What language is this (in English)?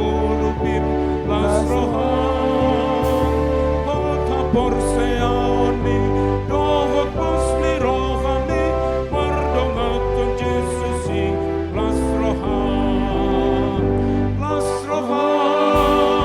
Batak Toba